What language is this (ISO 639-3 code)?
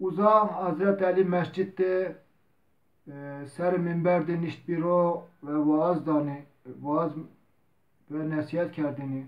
zza